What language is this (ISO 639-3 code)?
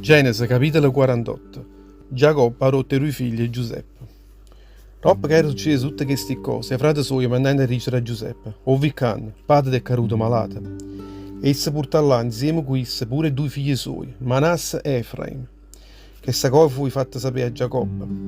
nap